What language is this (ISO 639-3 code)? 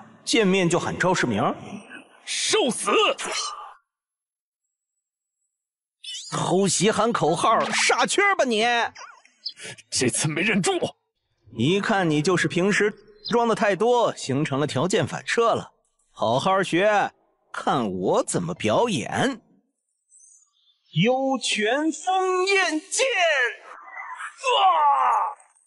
zho